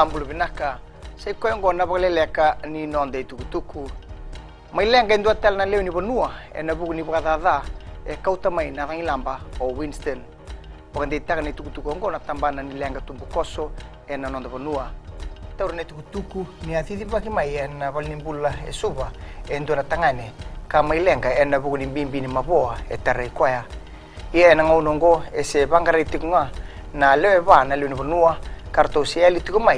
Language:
Fijian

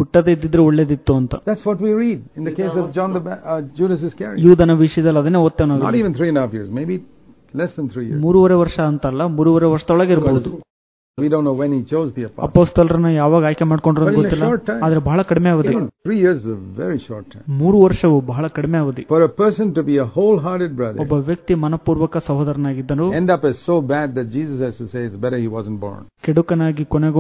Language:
Kannada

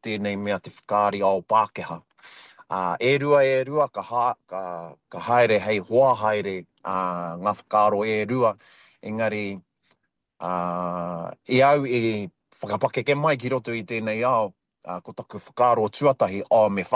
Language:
Māori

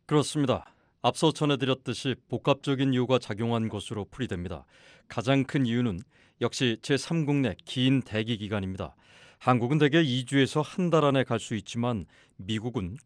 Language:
Korean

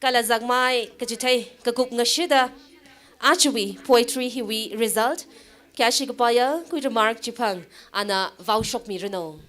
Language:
Tangkhul Naga (India)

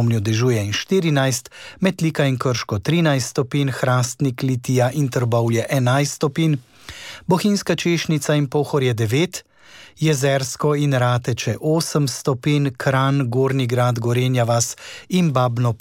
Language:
Slovenian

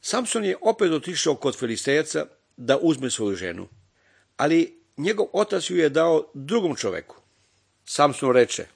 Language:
Serbian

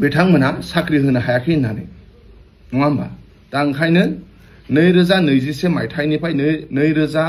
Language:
Bodo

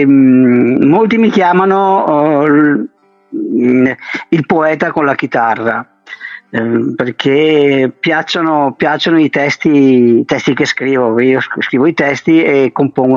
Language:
Italian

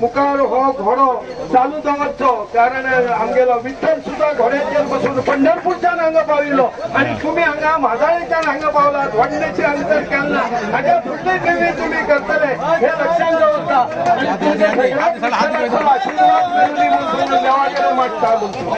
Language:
Konkani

